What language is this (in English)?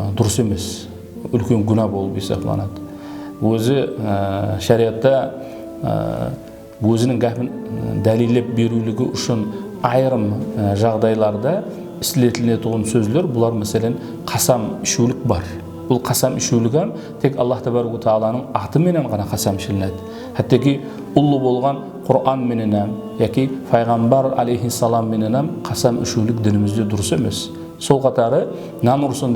Kara-Kalpak